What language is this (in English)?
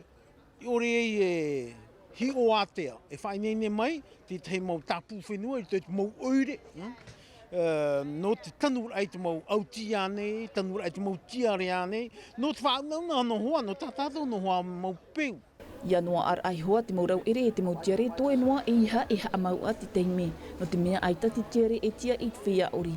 Tahitian